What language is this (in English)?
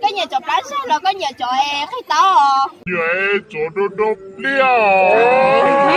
Hmong